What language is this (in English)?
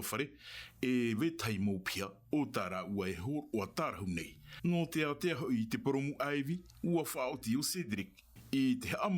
Tahitian